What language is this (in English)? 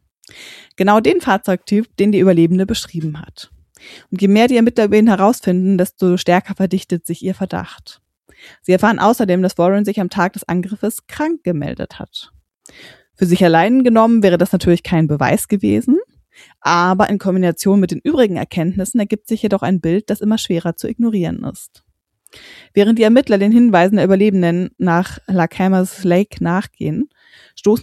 German